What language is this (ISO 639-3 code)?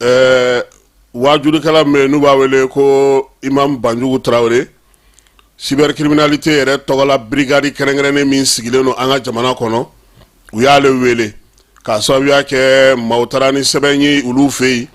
bam